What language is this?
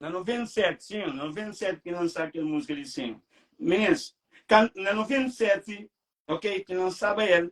Kabuverdianu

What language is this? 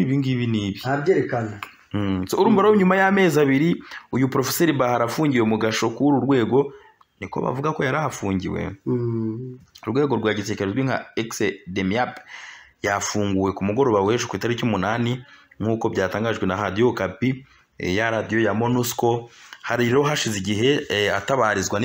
Kinyarwanda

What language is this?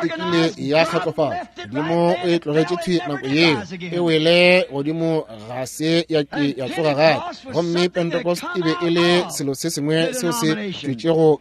Northern Sotho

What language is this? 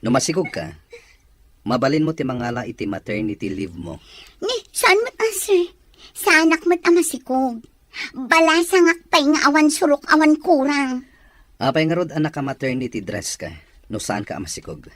Iloko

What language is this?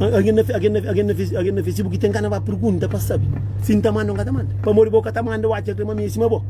Kabuverdianu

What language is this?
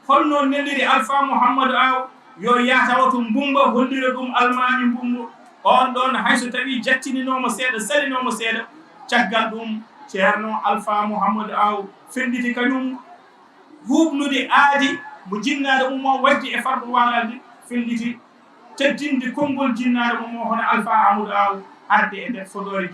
Fula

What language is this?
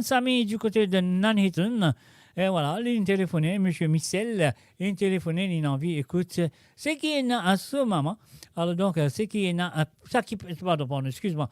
Morisyen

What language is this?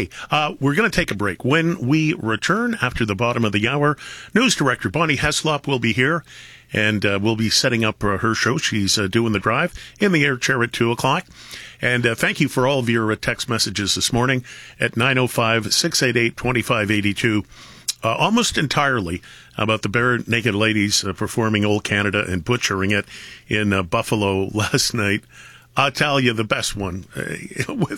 English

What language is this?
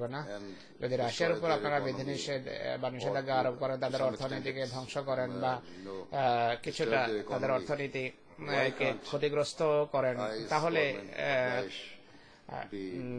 Bangla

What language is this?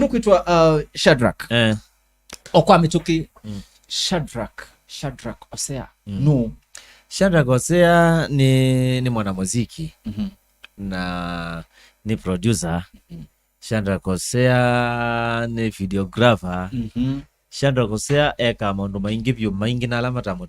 Kamba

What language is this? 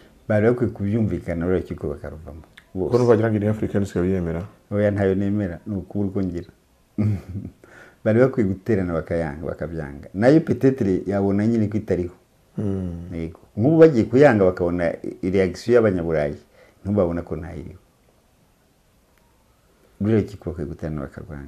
Kinyarwanda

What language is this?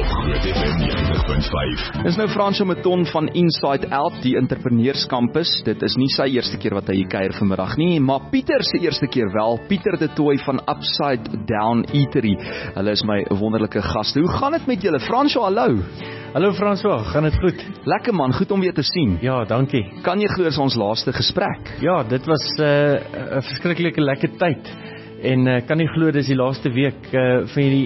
Afrikaans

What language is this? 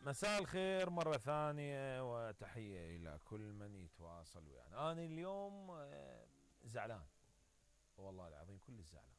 Mesopotamian Arabic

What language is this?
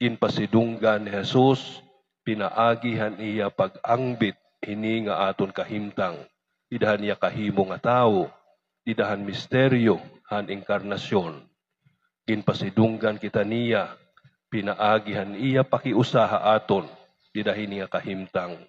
Waray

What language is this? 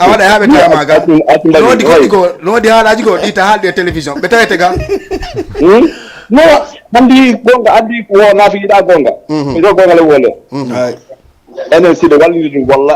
Fula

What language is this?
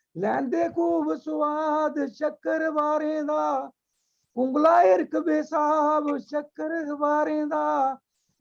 Dogri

